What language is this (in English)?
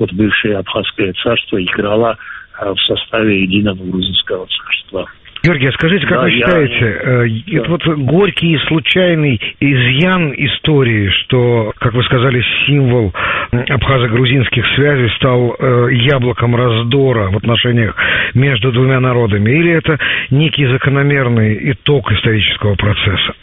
Russian